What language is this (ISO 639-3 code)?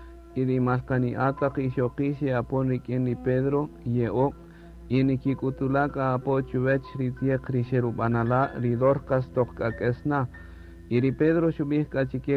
cak